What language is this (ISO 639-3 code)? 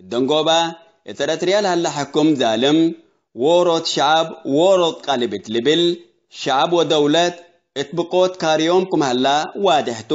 tig